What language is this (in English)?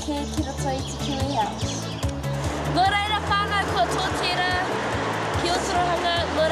Māori